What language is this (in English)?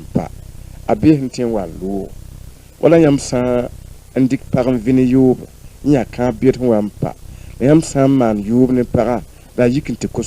Mossi